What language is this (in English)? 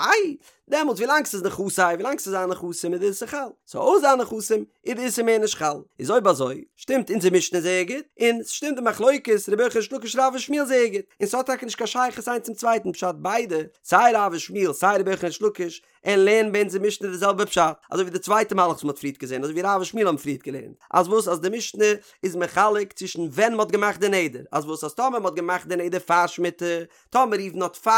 Yiddish